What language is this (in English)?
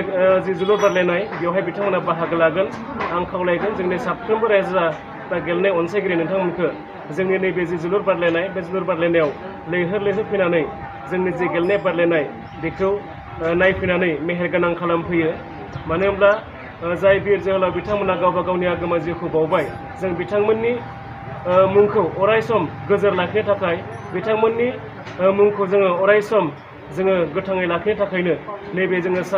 Bodo